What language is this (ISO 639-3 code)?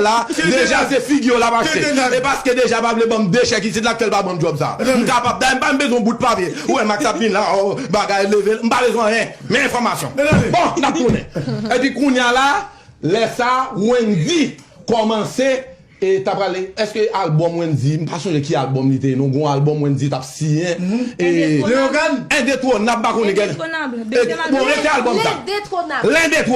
hat